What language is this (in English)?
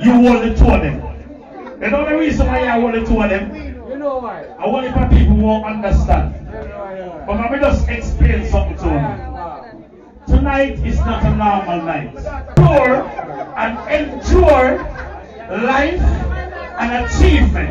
Jamaican Creole English